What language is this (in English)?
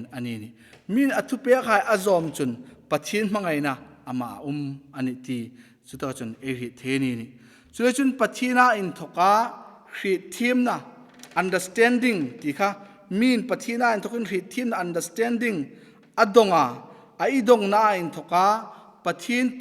Hmar